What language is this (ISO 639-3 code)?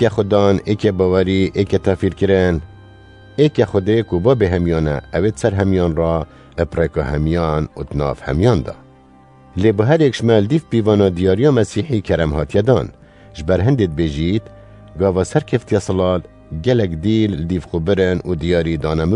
kur